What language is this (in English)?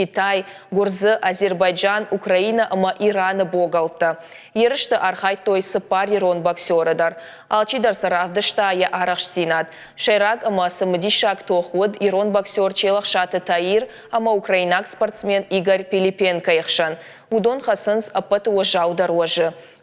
Ossetic